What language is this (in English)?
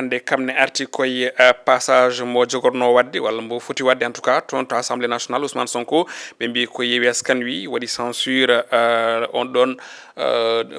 Fula